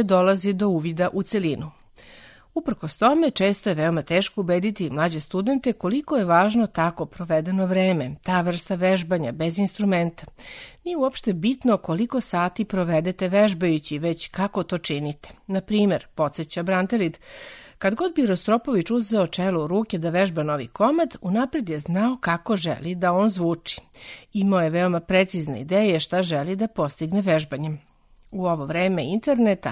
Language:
Serbian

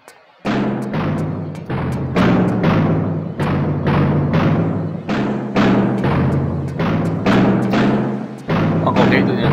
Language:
Hungarian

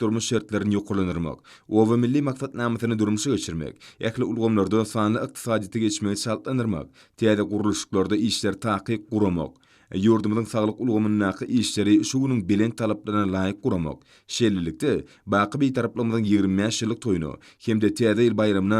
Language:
Turkmen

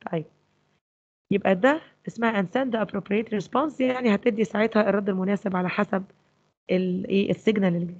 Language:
Egyptian Arabic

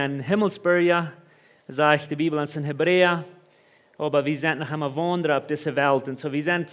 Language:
Plautdietsch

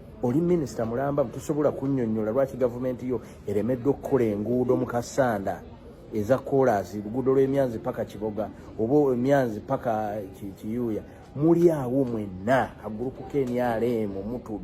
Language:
Ganda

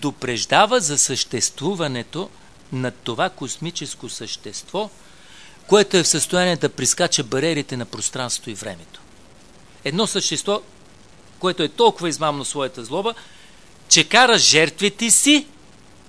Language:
Bulgarian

